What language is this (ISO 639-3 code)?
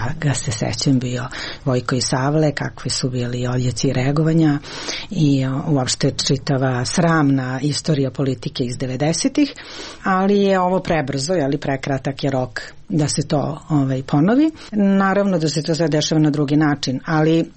srp